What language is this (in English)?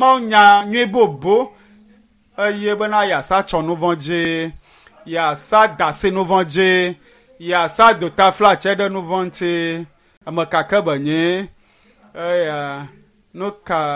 Ewe